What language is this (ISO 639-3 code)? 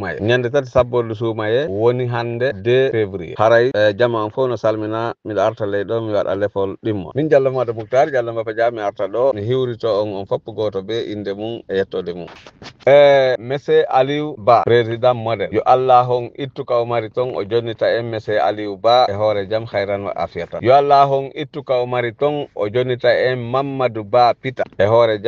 ful